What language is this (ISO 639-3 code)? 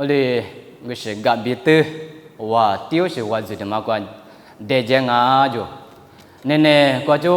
lis